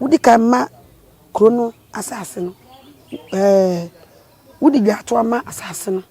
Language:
Akan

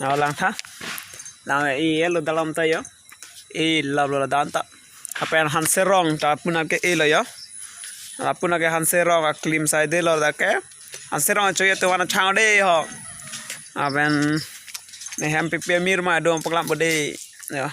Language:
Karbi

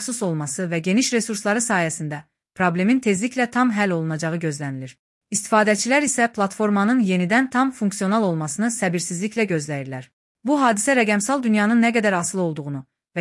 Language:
Azerbaijani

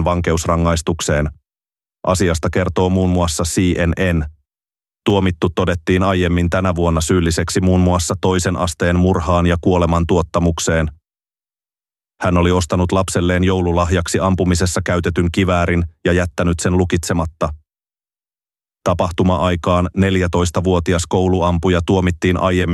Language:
Finnish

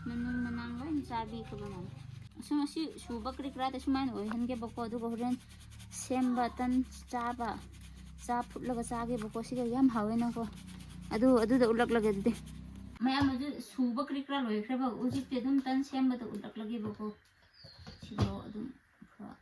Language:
Manipuri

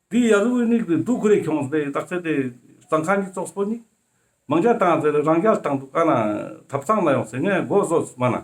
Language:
Ladakhi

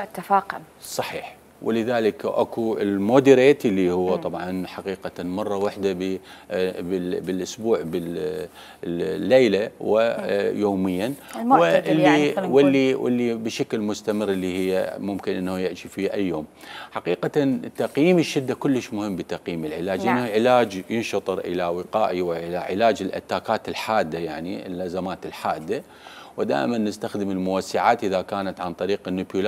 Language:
Mesopotamian Arabic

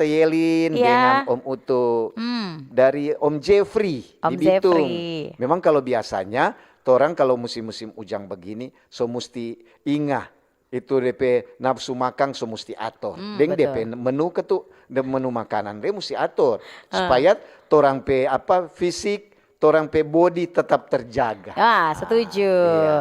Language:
Manado Malay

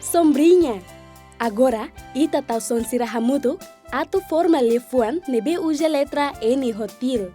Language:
Tetum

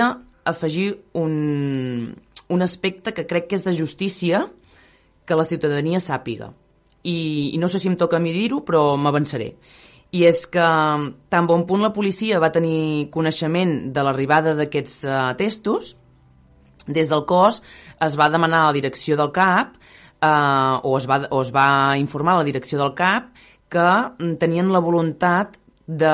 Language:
Catalan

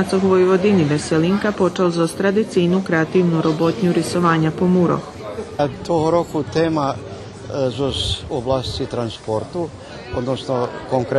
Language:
Rusyn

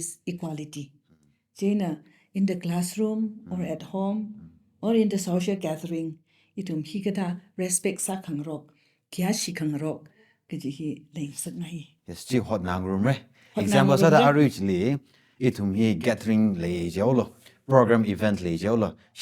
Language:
Tangkhul Naga (India)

